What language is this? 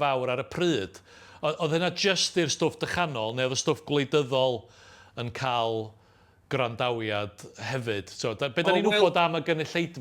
Welsh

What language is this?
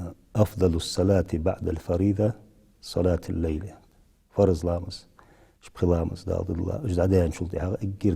Ingush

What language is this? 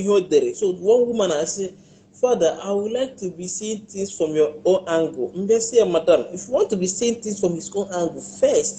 Igbo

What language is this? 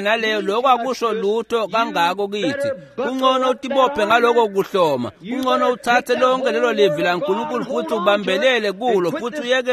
Swati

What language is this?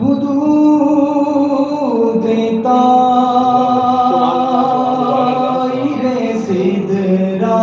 Saraiki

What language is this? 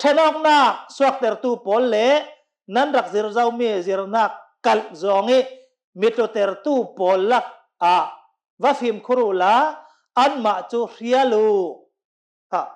Hakha Chin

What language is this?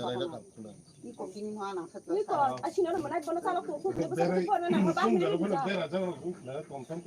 Kok Borok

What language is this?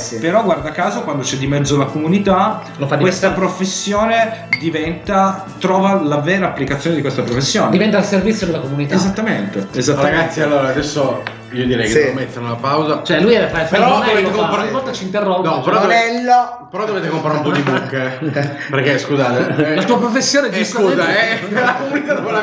Italian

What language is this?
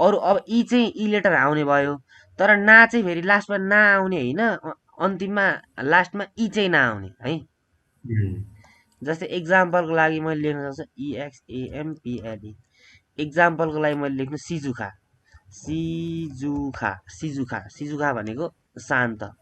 Nepali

